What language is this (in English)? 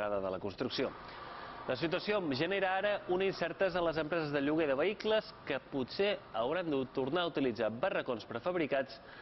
Catalan